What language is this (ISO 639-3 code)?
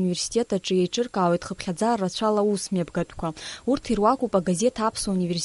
abk